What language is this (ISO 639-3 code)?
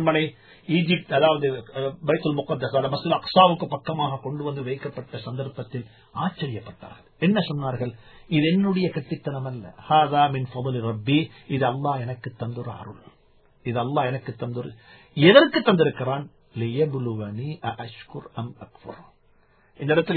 tam